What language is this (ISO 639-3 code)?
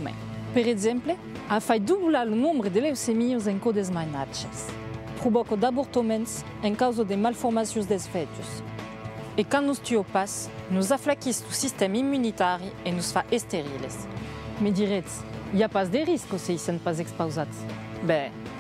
oci